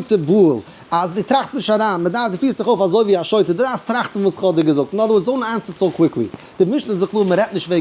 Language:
Yiddish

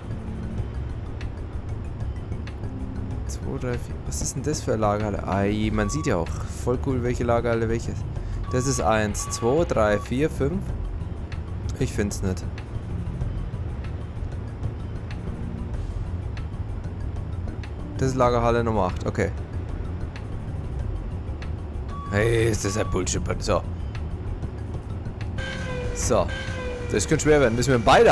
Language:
German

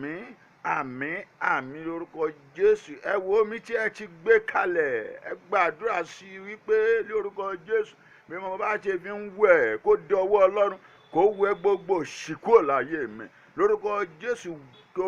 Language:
Yoruba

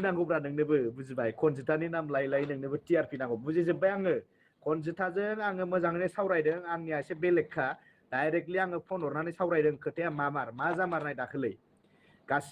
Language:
Bodo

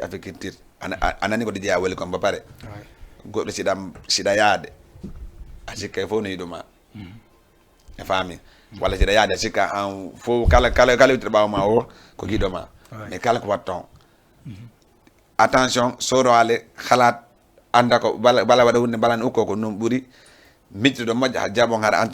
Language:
Fula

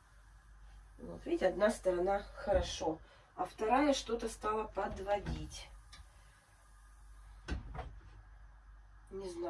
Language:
Russian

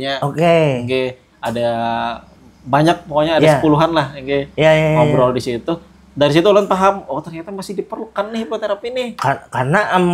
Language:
Banjar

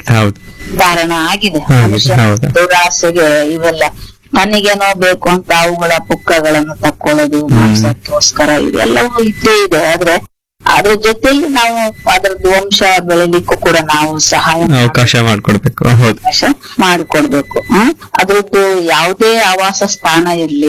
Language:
Kannada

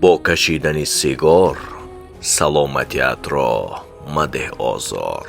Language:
Tajik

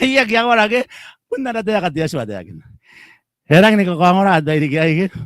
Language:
Gilbertese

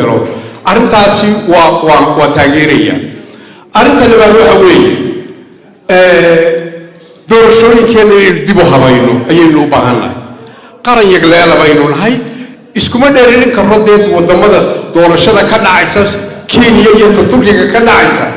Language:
Somali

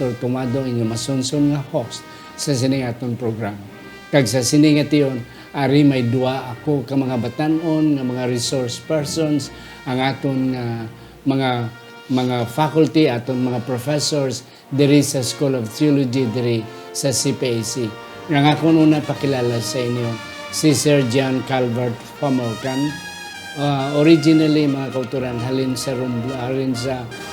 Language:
Hiligaynon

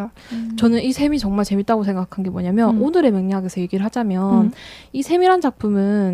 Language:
Korean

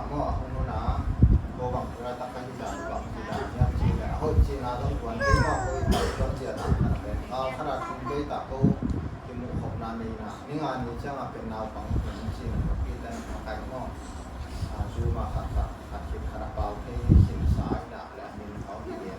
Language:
Tedim Chin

